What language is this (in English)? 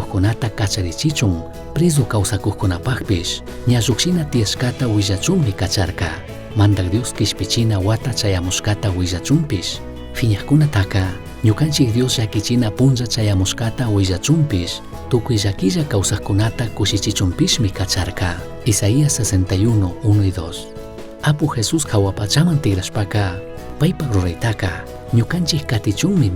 Chimborazo Highland Quichua